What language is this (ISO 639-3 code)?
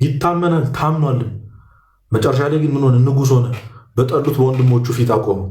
amh